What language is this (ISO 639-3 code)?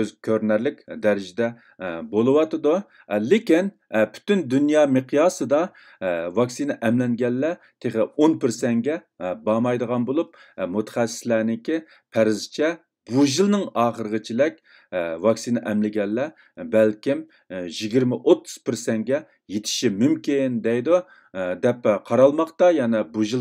uig